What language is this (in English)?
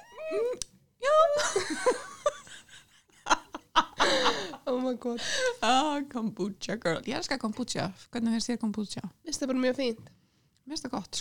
Icelandic